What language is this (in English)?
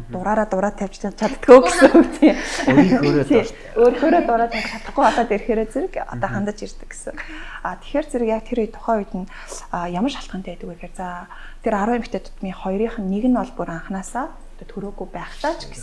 Mongolian